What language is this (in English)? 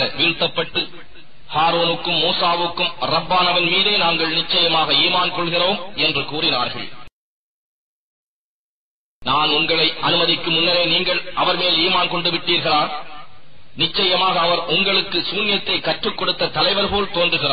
Tamil